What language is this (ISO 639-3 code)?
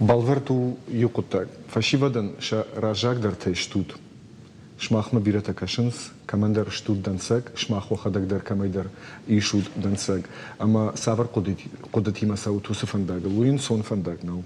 oss